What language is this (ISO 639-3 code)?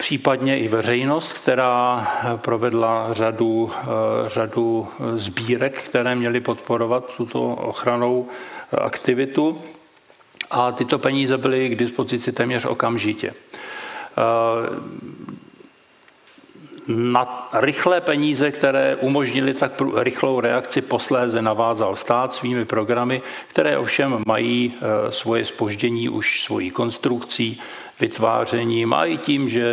ces